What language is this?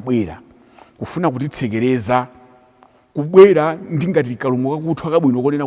Nyanja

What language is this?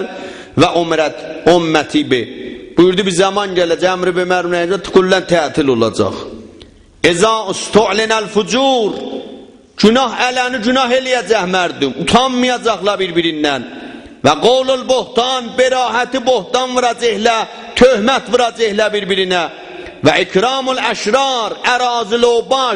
South Azerbaijani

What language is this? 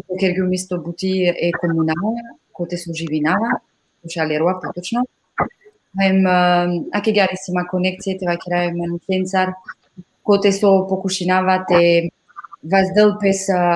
Balkan Romani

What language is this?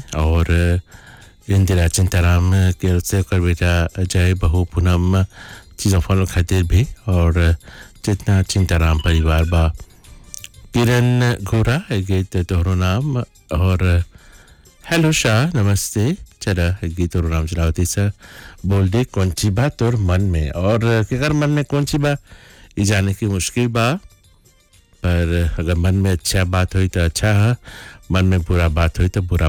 Bhojpuri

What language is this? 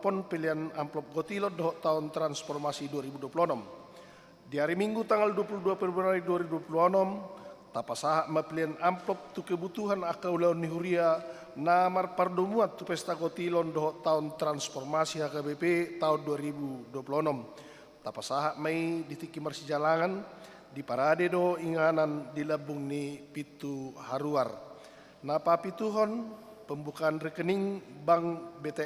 Batak Toba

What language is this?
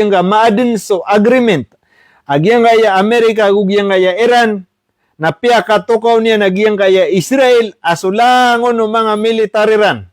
Maranao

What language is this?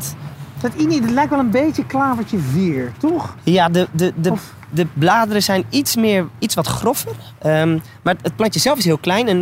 Dutch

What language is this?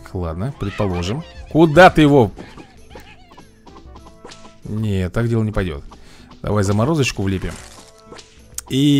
Russian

